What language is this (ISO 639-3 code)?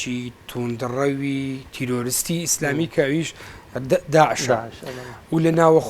ckb